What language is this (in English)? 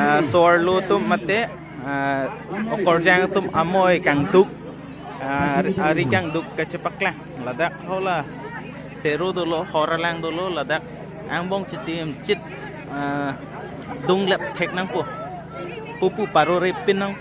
Karbi